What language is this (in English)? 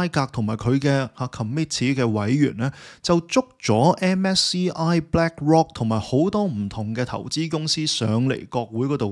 Cantonese